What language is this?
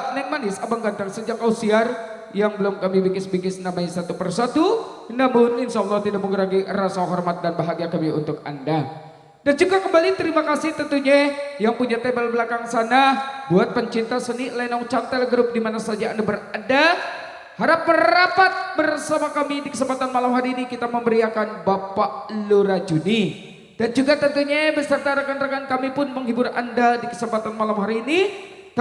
Betawi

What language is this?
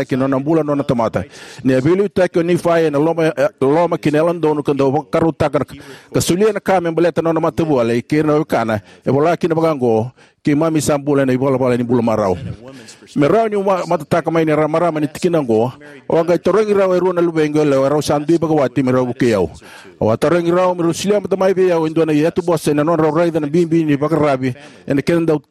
Fijian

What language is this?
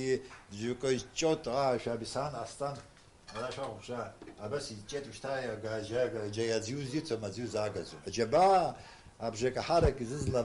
Abkhazian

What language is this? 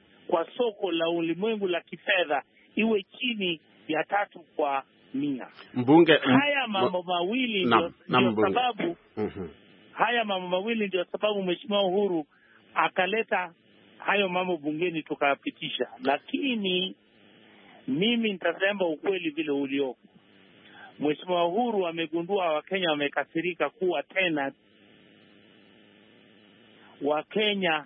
Swahili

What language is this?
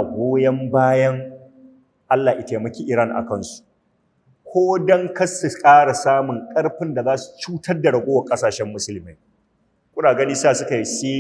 Hausa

